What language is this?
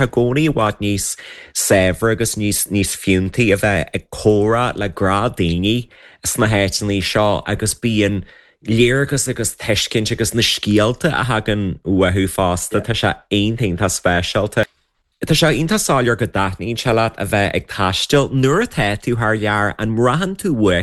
Irish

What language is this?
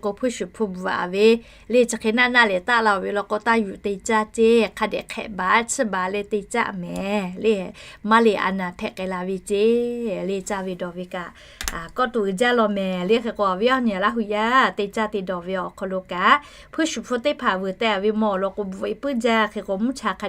Lahu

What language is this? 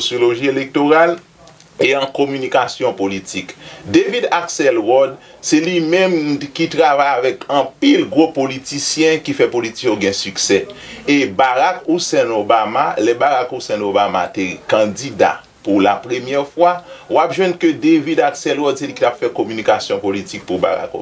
Haitian Creole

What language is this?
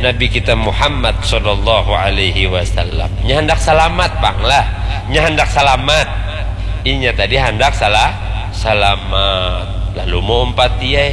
Banjar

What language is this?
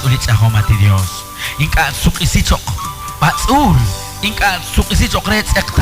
Kekchí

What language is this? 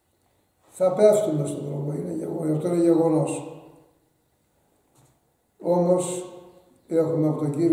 Greek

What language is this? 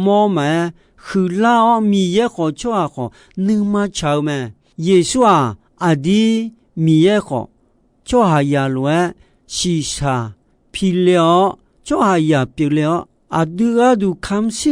Akha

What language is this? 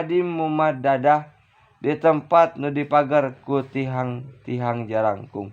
Sundanese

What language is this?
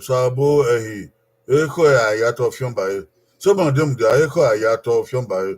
Bini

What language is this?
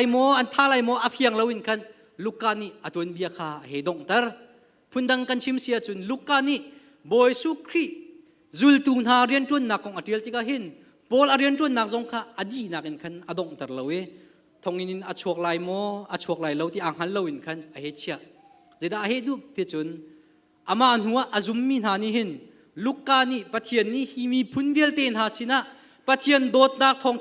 Hakha Chin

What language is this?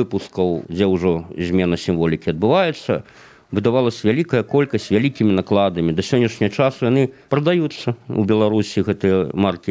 Belarusian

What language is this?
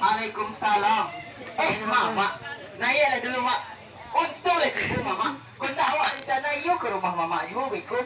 Minangkabau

